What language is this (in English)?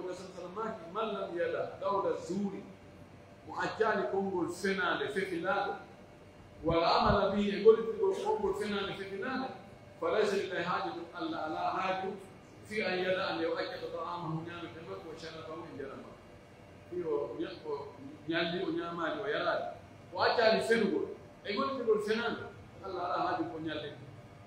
Pular